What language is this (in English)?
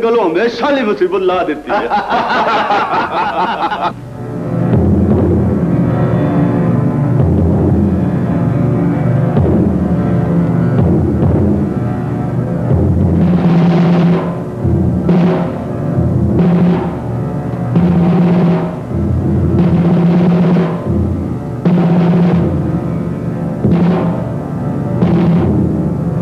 Punjabi